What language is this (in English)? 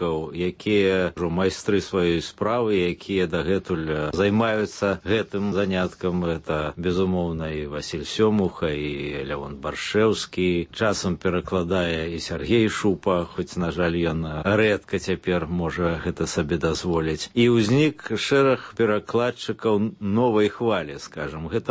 Belarusian